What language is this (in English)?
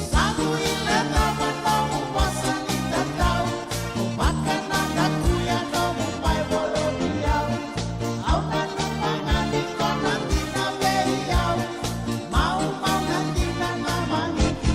Fijian